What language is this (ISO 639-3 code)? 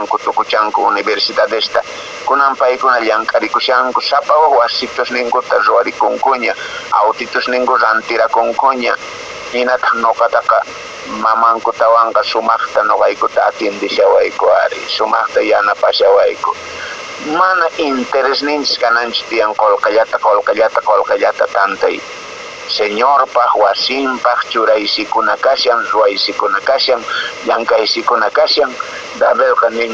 que